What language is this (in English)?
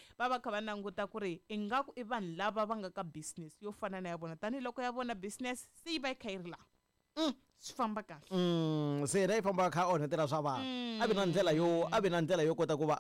Tsonga